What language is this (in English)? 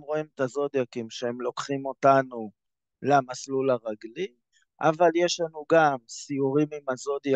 Hebrew